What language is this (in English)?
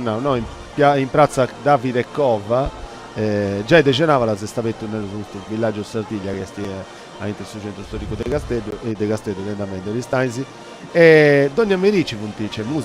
Sardinian